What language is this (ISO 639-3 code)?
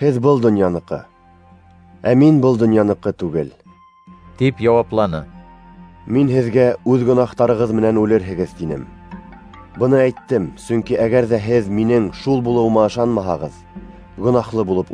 bak